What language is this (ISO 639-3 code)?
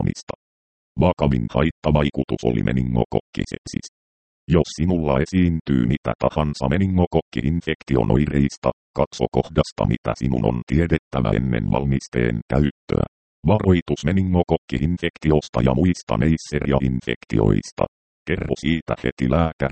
fin